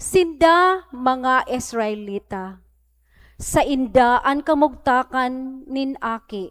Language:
Bikol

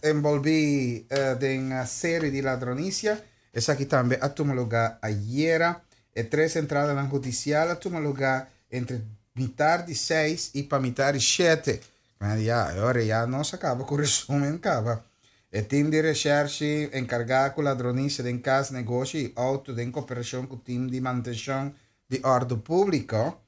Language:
Papiamento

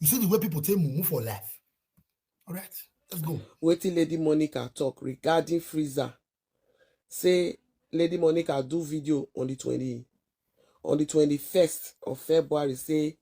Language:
Nigerian Pidgin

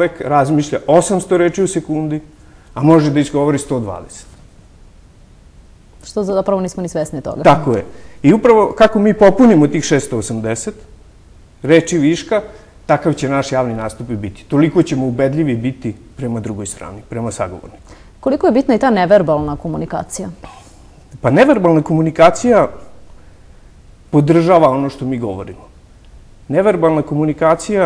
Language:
Serbian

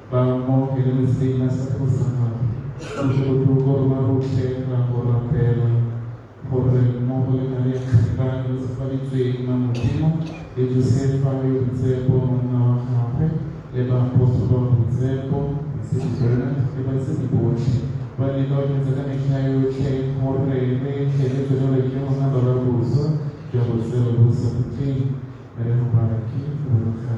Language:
Tswana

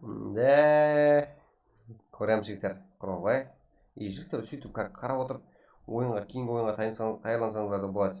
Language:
Kara-Kalpak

